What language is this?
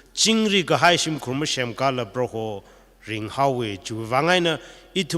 Tangkhul Naga (India)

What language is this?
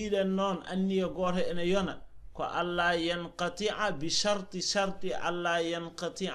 Fula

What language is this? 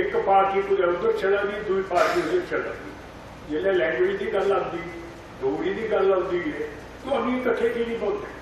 Dogri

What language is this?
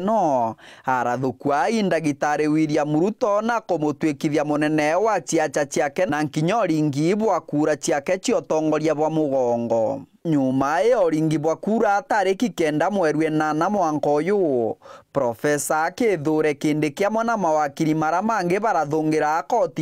Meru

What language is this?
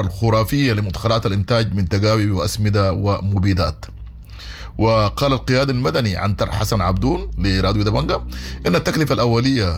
Sudanese Arabic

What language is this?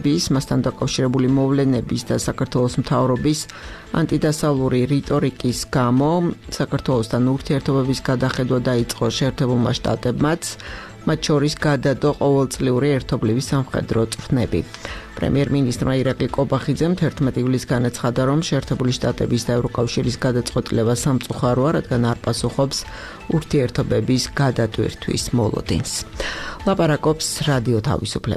Georgian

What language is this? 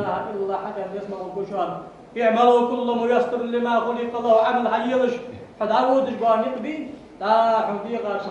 Ingush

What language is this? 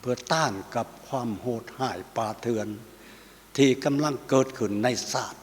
Lao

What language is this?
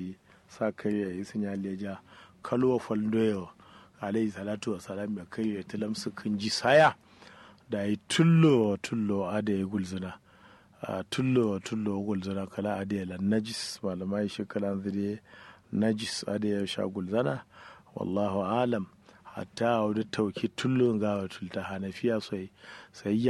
Kanuri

